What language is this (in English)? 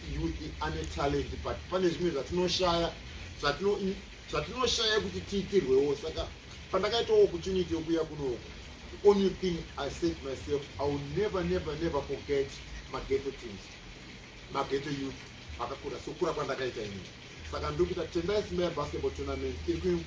Shona